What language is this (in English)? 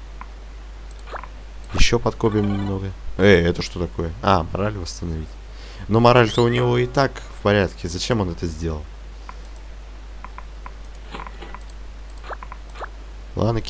Russian